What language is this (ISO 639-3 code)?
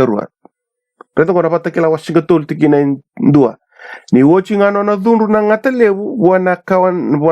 fij